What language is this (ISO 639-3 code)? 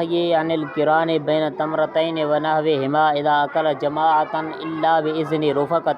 snd